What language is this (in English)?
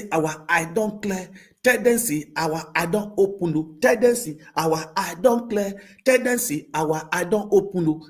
Nigerian Pidgin